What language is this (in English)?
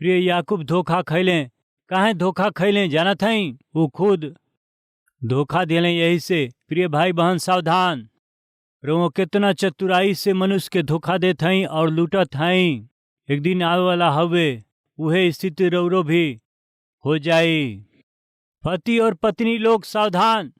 Bhojpuri